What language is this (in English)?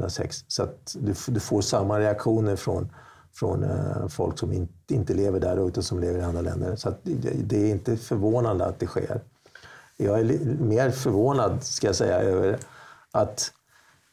Swedish